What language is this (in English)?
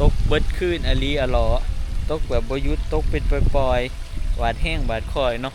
Northeastern Thai